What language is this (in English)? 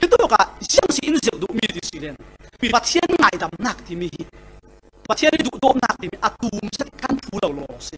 Falam Chin